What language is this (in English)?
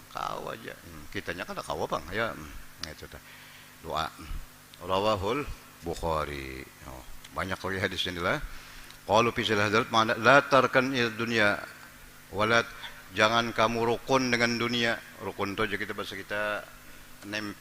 Banjar